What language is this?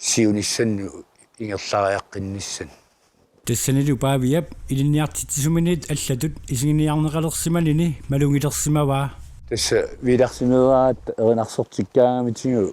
Kalaallisut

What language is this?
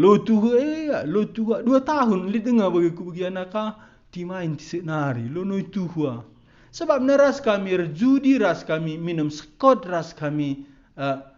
Batak Karo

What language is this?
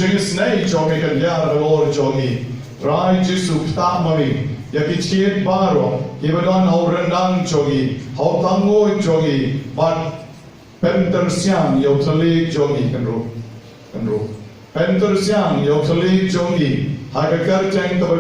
Khasi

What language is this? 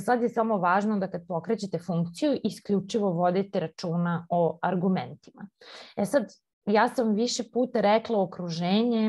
Serbian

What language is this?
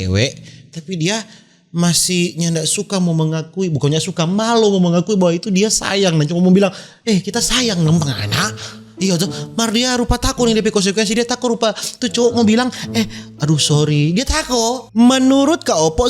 Manado Malay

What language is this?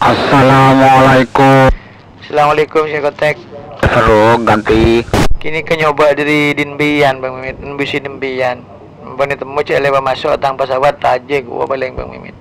Madurese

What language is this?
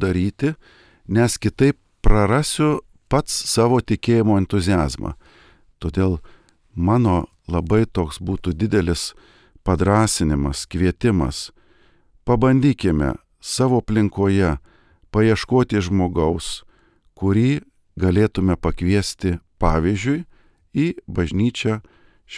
Lithuanian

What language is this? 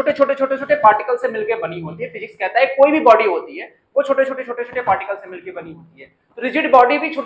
Hindi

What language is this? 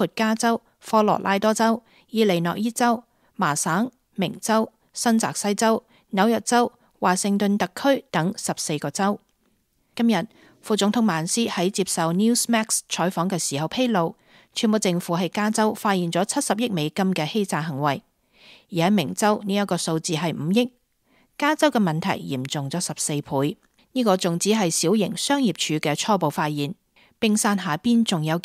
Cantonese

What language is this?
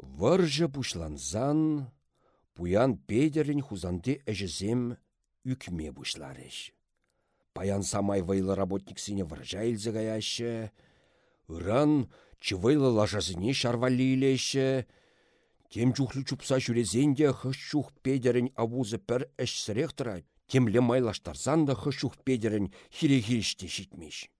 Chuvash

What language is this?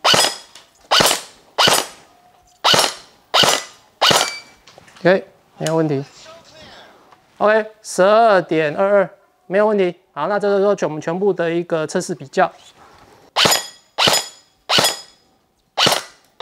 Chinese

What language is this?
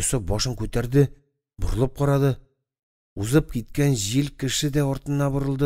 Tatar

